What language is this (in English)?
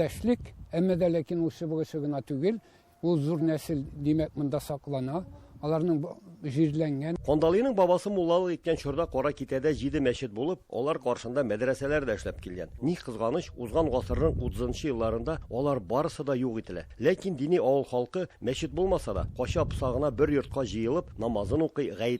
Tatar